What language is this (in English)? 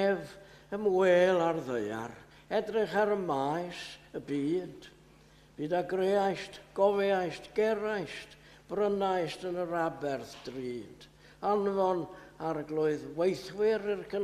Welsh